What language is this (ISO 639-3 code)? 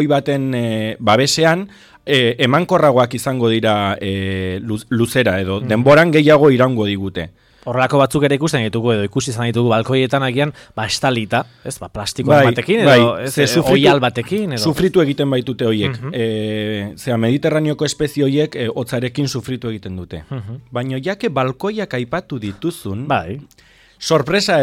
eus